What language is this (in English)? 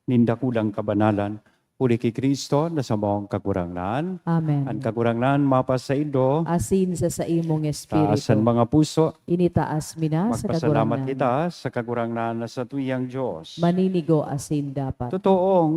Bikol